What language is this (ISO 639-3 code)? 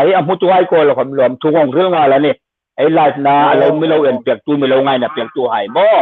hmr